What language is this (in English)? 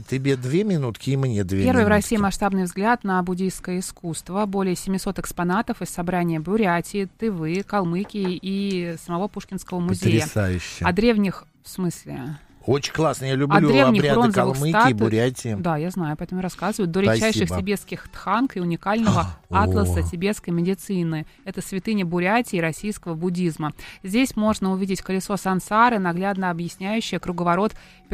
Russian